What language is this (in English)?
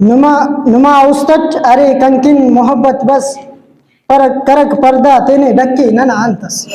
Brahui